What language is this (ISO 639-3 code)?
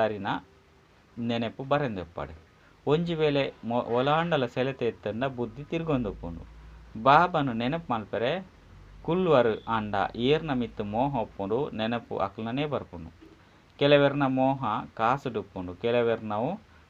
tcy